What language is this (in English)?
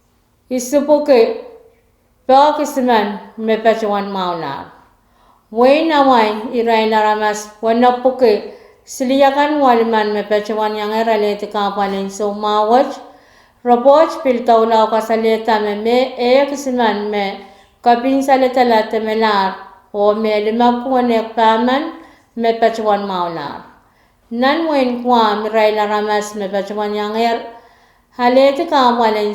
Pohnpeian